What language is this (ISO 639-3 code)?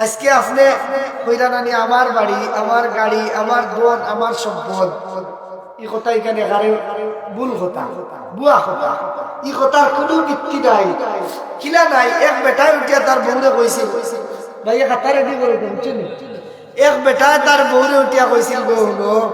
syl